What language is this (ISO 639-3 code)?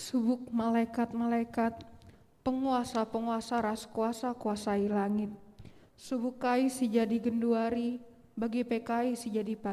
btx